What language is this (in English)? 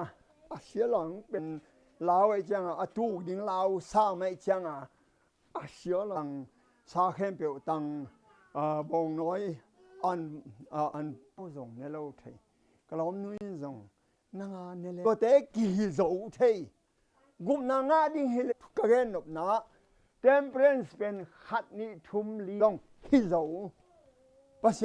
Tedim Chin